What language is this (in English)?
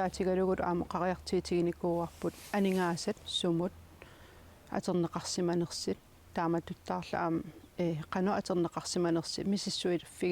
Kalaallisut